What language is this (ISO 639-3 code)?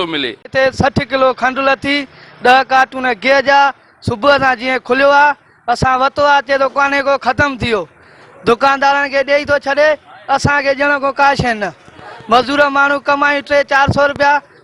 snd